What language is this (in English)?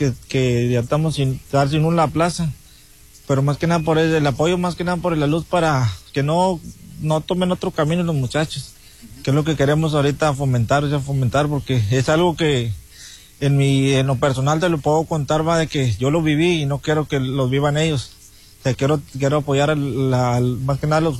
Spanish